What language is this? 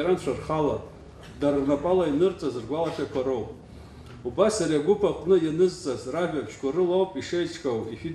Abkhazian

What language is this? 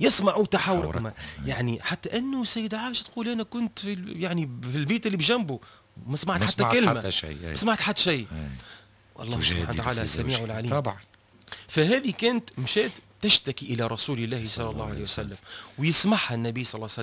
Tunisian Arabic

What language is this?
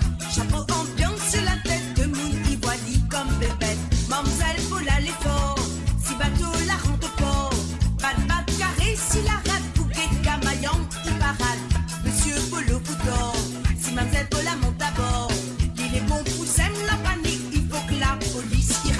Morisyen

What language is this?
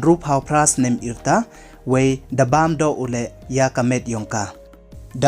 Pnar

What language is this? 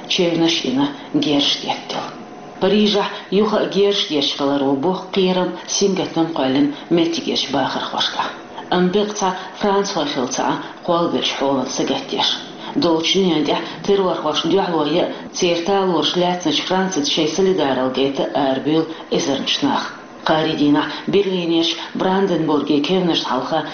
Chechen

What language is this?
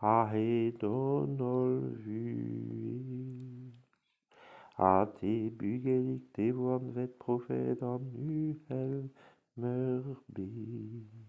Breton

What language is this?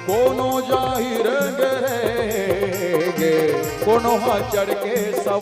Chhattisgarhi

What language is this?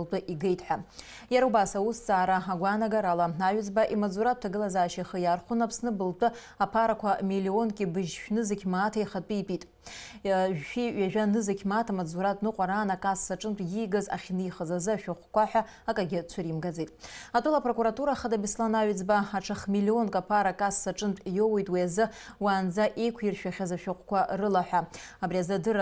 Abkhazian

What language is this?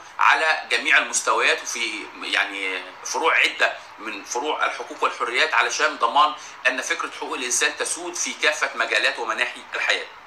Egyptian Arabic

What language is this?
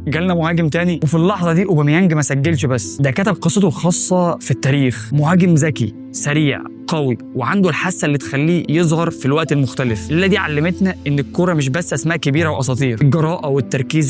Egyptian Arabic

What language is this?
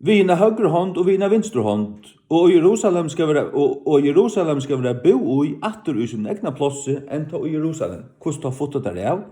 Faroese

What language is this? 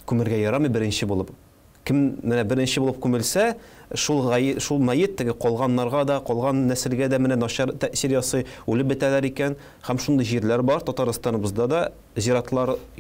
Tatar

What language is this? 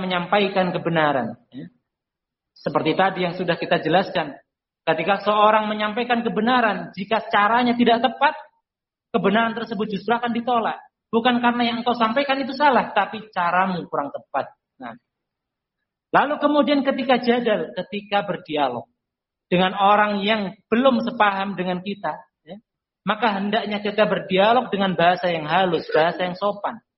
Indonesian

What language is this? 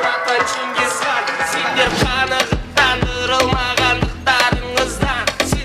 Kara-Kalpak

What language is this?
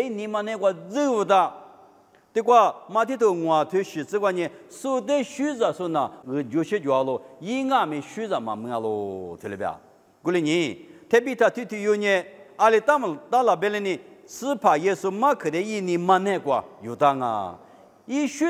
Lisu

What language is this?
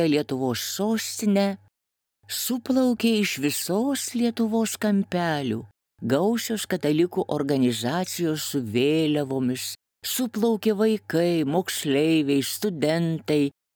Lithuanian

